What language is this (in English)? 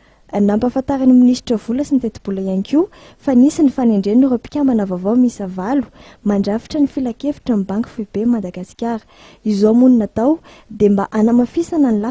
Malagasy